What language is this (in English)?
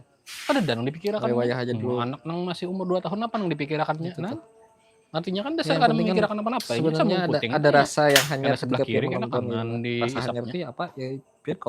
Banjar